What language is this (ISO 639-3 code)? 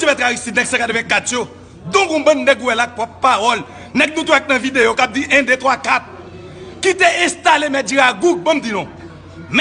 hat